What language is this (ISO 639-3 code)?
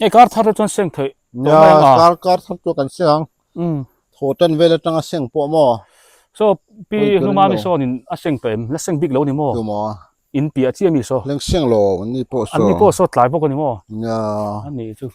biu